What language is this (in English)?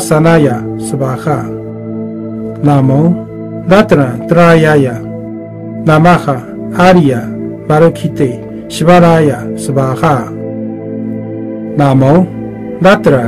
Sanskrit